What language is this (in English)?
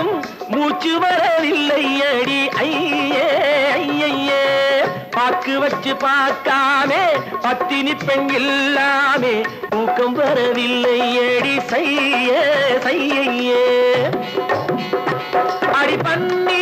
Tamil